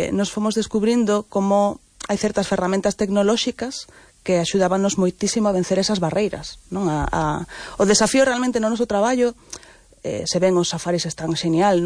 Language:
Galician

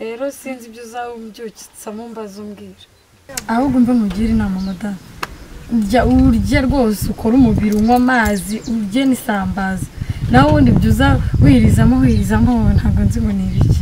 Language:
Kinyarwanda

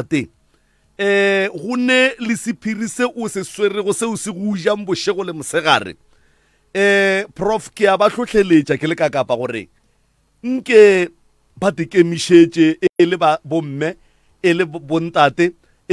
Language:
Northern Sotho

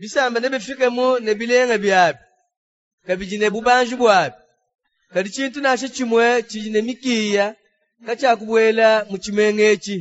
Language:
Luba-Lulua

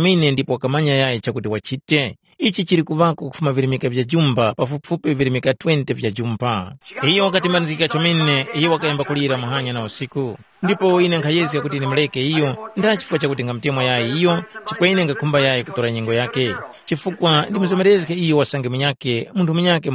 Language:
Tumbuka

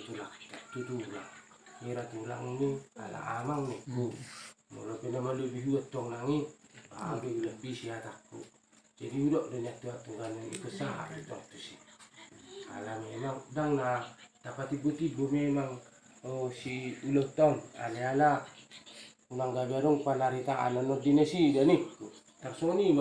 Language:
Batak Toba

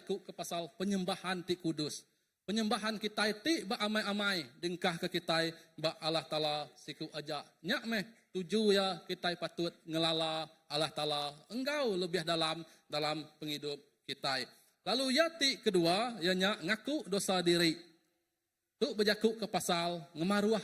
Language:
Iban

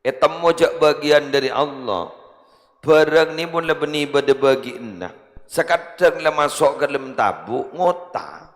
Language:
Madurese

